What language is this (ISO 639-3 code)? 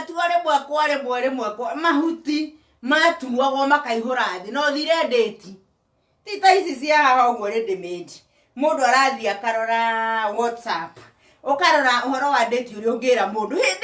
kik